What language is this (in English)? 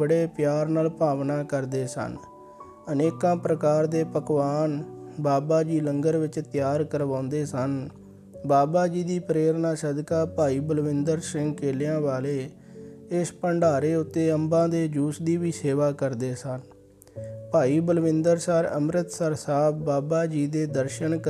Punjabi